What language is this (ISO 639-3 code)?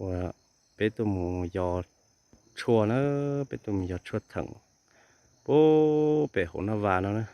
hmn